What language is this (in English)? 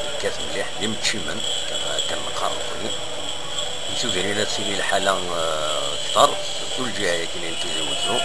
Kabyle